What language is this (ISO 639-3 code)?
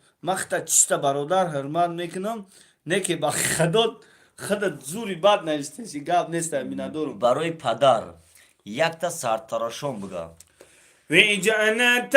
tgk